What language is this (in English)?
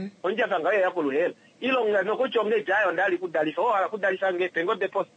Kuanyama